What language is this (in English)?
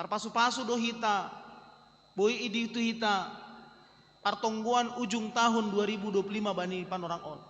Batak Simalungun